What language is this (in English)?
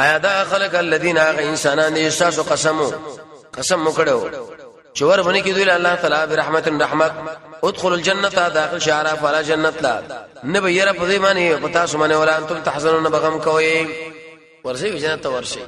Pashto